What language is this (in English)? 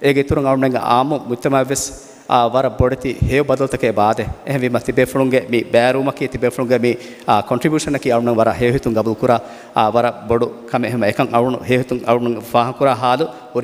Divehi